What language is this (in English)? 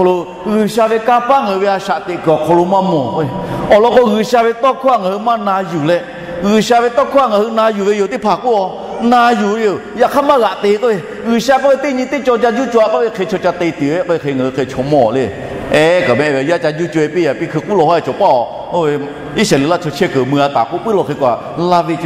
Lahu